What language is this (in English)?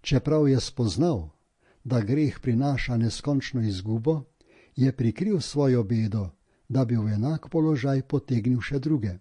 Slovenian